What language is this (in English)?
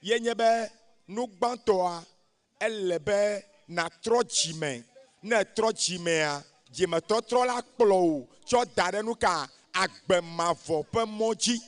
Ewe